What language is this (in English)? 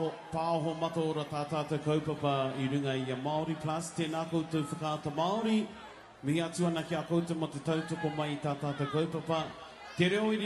Māori